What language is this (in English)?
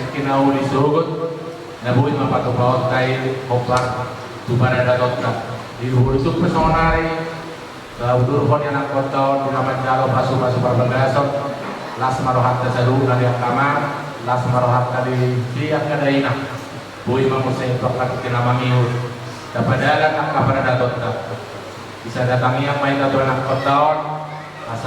Batak Toba